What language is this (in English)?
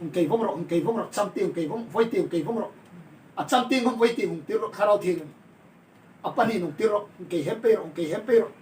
Hmar